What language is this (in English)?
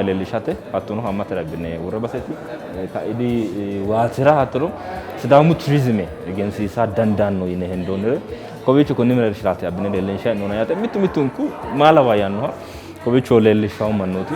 Sidamo